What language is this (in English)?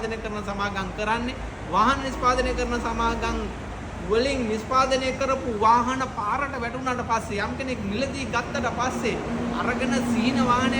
Sinhala